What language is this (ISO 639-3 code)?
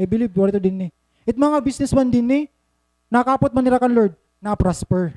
war